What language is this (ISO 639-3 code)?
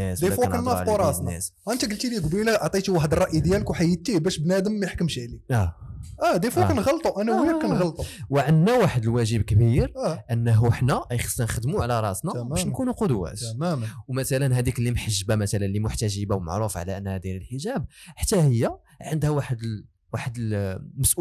ary